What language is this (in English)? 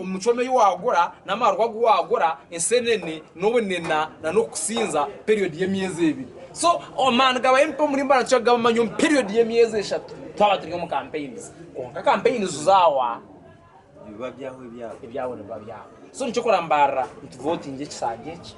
Nyankole